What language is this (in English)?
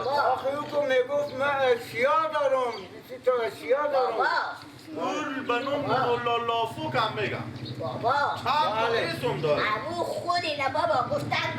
Persian